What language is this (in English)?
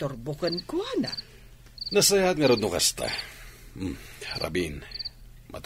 Iloko